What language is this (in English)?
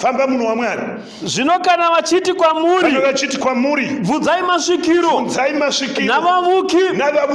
Shona